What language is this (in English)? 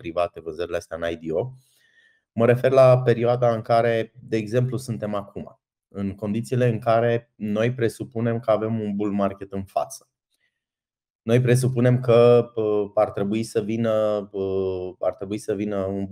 Romanian